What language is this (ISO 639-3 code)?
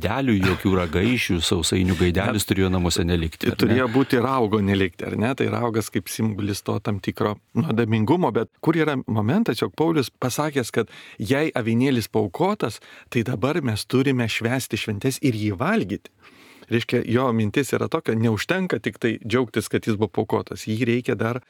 lit